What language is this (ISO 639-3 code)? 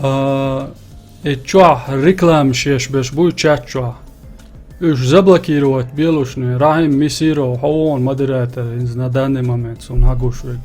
che